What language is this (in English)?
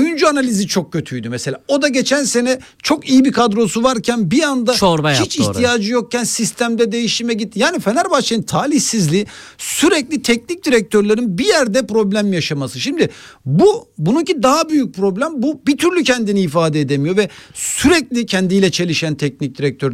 Turkish